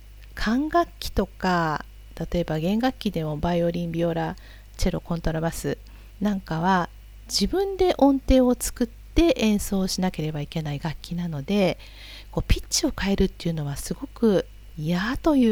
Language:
Japanese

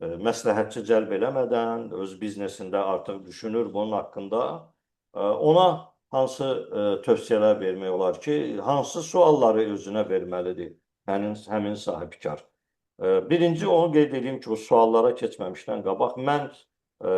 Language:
Azerbaijani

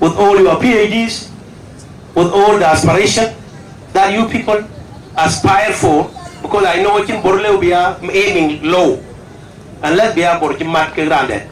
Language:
Dinka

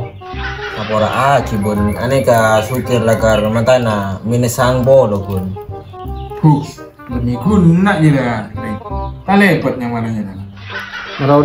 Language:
Madurese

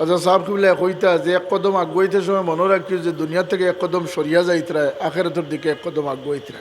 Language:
Sylheti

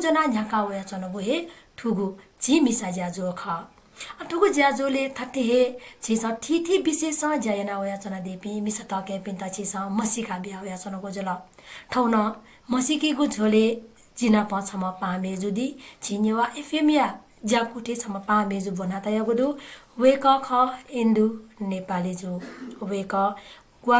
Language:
Newari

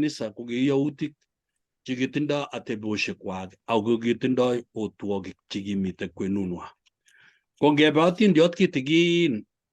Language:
Kalenjin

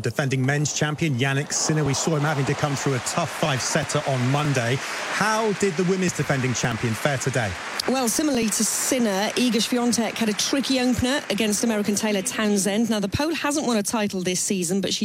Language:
English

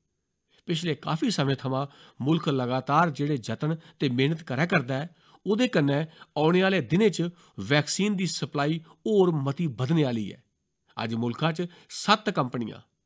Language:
Dogri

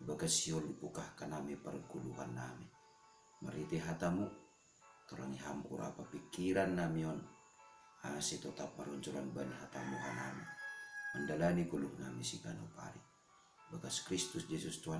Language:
Batak Simalungun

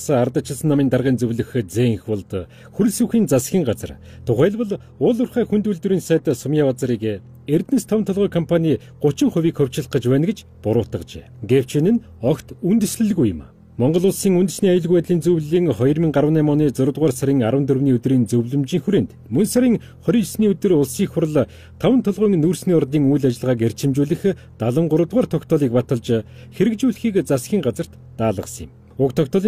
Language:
Mongolian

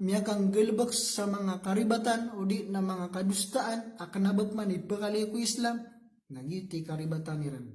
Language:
Maranao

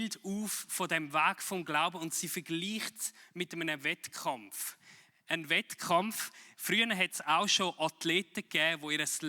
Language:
Swiss German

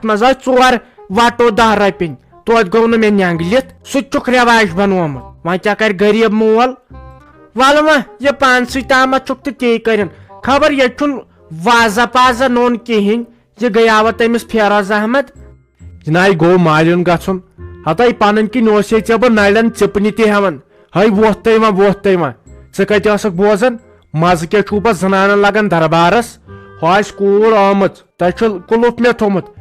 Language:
Kashmiri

